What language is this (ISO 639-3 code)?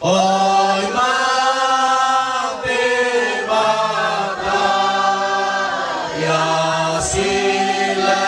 nia